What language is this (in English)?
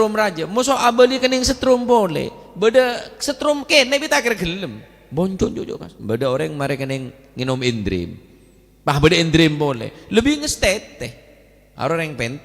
Madurese